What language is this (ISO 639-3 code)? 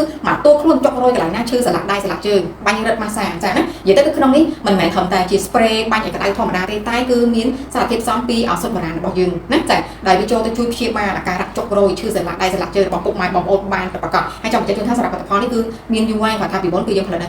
khm